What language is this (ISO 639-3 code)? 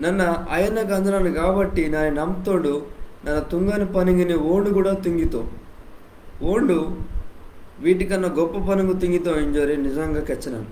kff